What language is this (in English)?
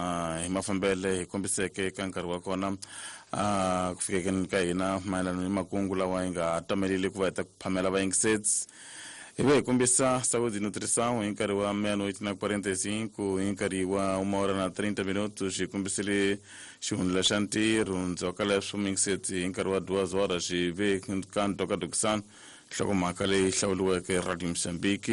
Tsonga